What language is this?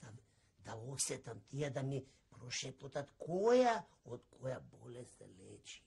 Macedonian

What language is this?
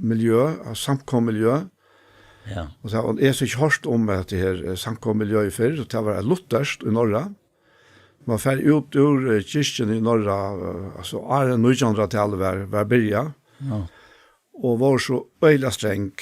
Faroese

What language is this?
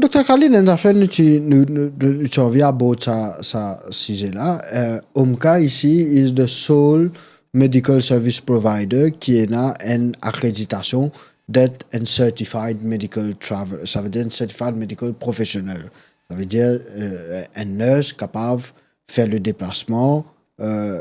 Morisyen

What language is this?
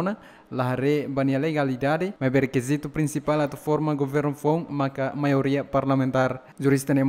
Tetum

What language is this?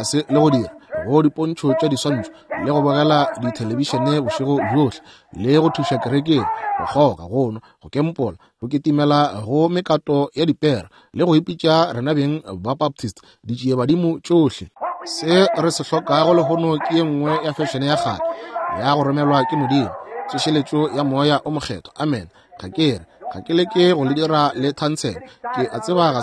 Northern Sotho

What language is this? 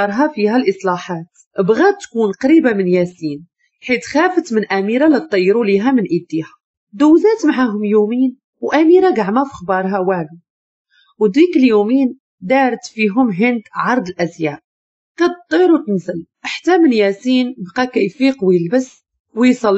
Moroccan Arabic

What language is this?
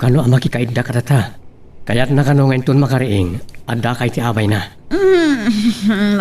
Iloko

